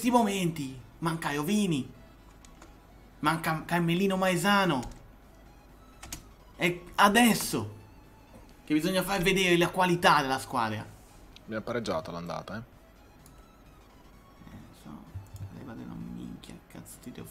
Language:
Italian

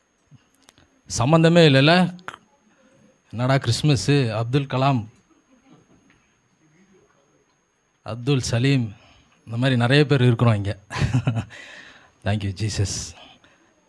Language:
Tamil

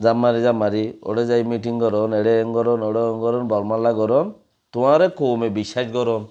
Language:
Rohingya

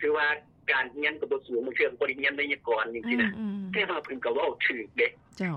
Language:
Lao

